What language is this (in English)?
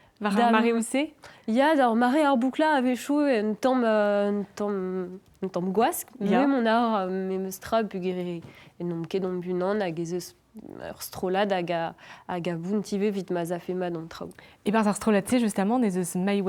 Breton